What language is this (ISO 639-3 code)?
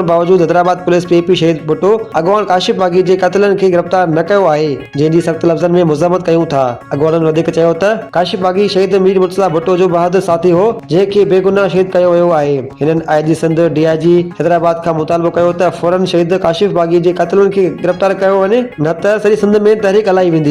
snd